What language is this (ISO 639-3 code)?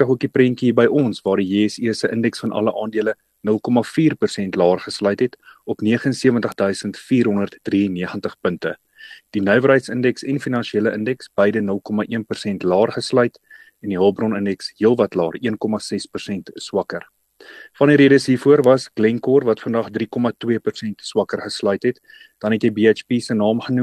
afr